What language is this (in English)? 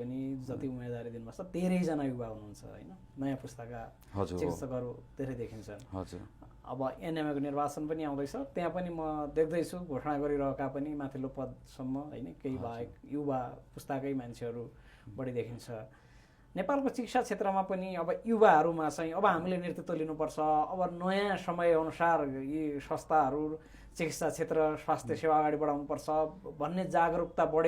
Nepali